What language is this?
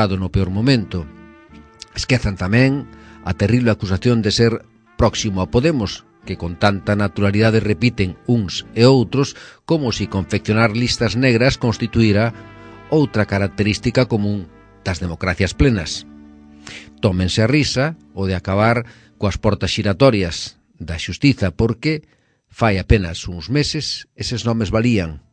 Galician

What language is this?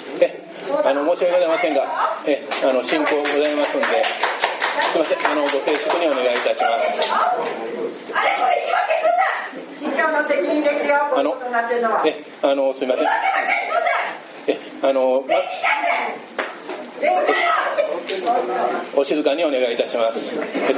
Japanese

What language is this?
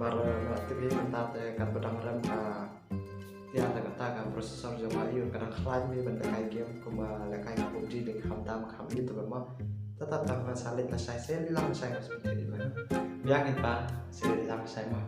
Khasi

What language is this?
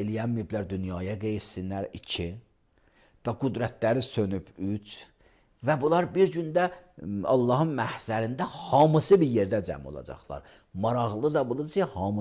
Azerbaijani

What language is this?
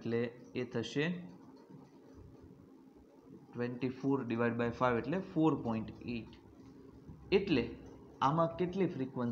Gujarati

